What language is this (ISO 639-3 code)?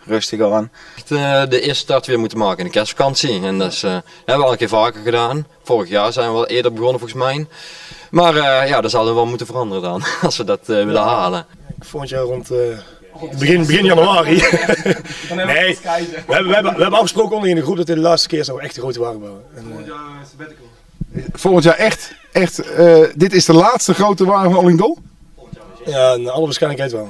nld